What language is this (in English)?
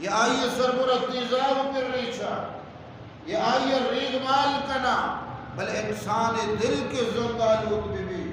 Eastern Balochi